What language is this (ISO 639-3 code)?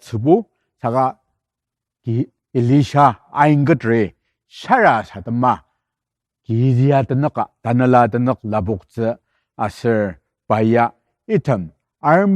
njo